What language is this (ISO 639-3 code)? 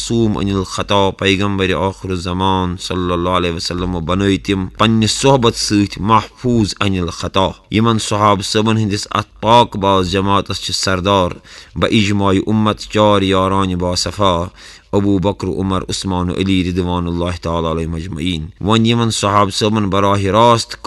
kas